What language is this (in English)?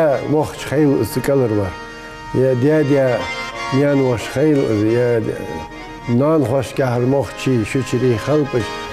Ingush